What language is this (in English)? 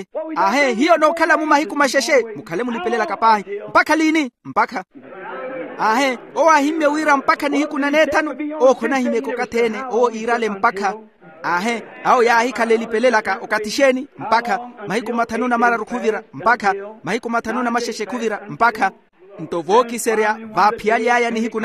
Makhuwa